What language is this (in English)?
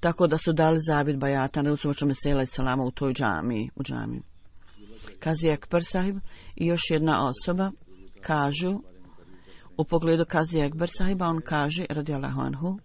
Bosnian